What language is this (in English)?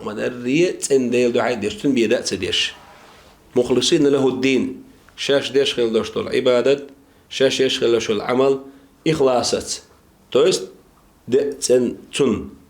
Chechen